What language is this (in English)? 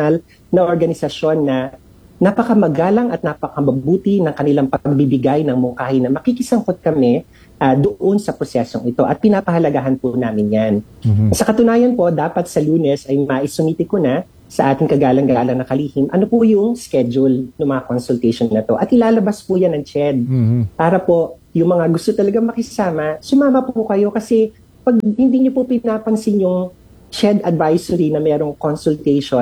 Filipino